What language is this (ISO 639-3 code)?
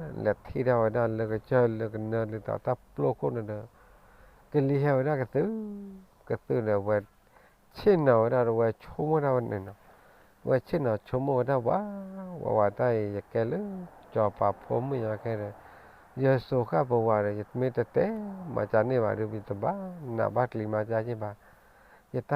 ksw